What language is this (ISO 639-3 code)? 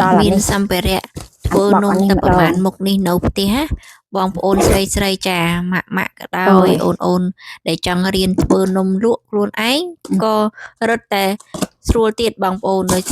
khm